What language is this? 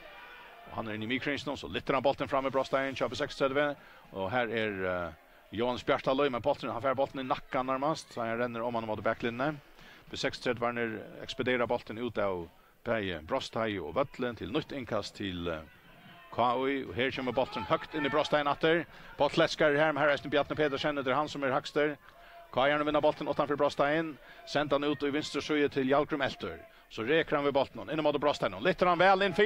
Faroese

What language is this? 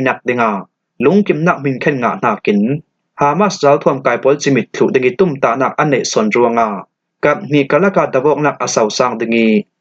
Falam Chin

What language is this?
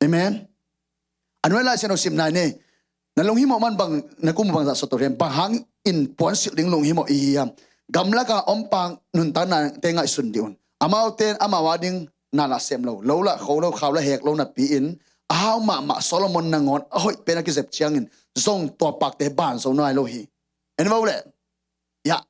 Tedim Chin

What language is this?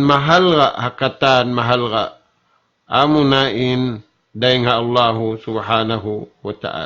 Tausug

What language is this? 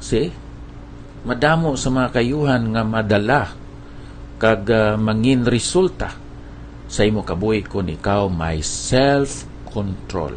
Hiligaynon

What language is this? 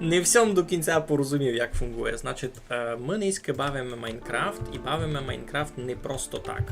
Rusyn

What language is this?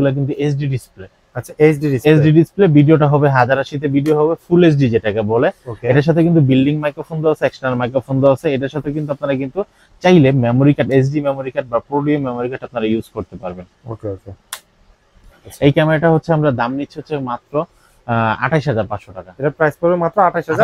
Bangla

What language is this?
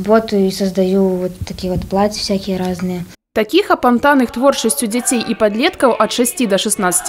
Belarusian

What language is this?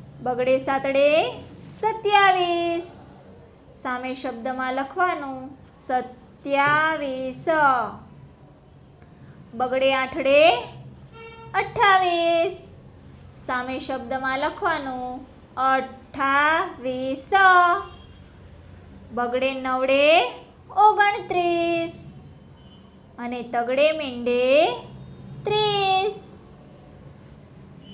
Gujarati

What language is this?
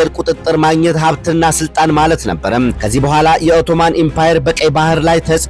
Amharic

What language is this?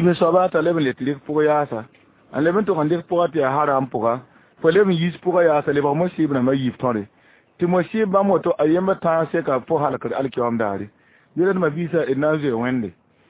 Mossi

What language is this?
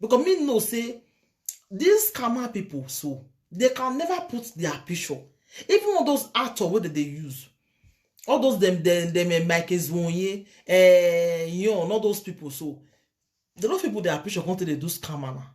Nigerian Pidgin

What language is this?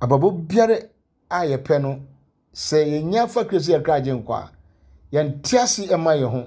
Akan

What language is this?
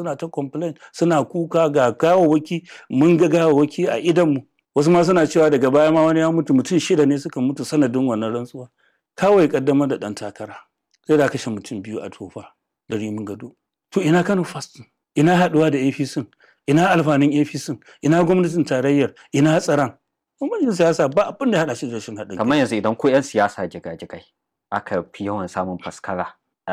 Hausa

